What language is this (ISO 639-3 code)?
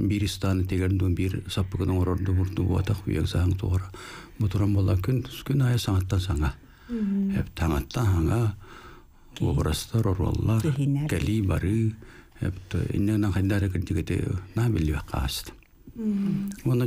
sah